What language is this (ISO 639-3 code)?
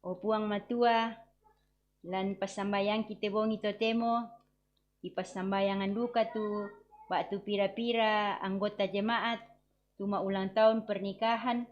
sda